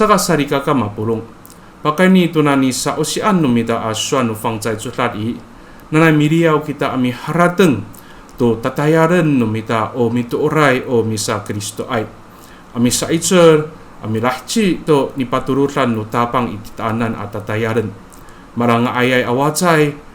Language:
Amis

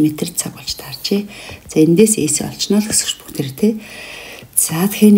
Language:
Mongolian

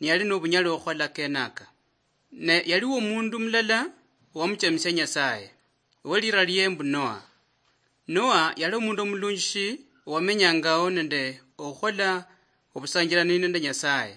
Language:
Luyia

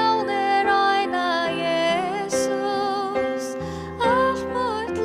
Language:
Faroese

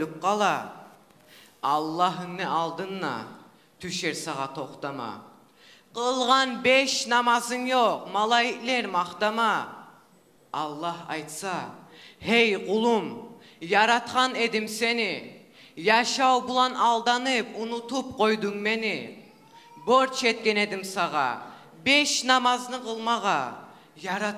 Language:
Kumyk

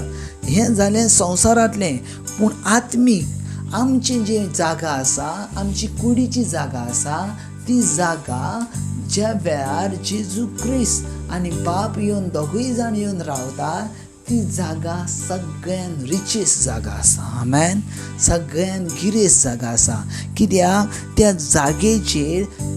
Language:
Konkani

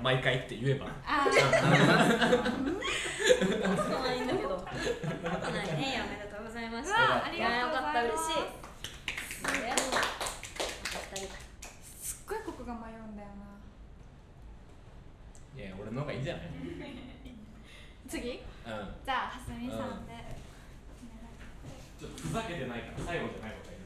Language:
Japanese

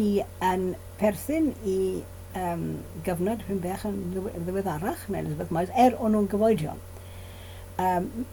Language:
Welsh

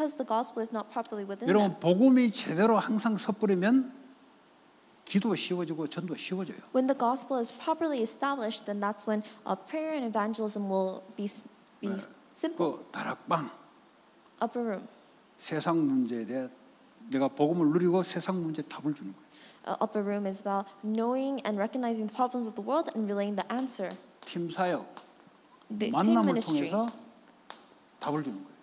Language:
Korean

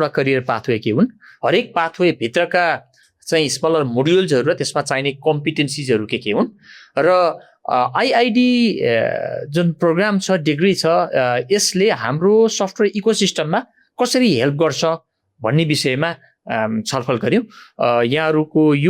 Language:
Nepali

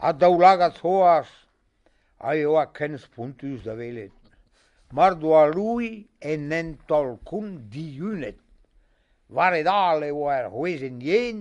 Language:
Breton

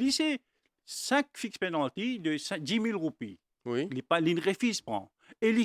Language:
Morisyen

